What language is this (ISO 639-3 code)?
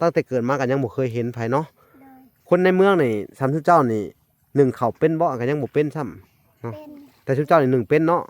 lao